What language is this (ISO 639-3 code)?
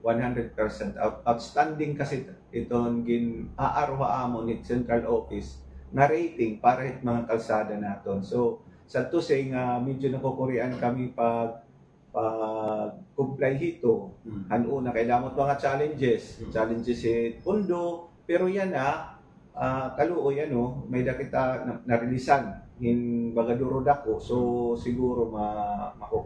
war